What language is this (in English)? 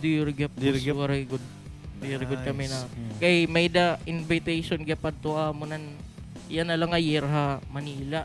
Waray